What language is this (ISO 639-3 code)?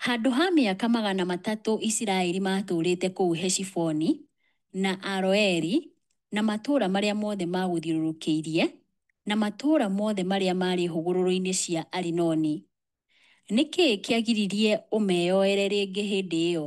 kik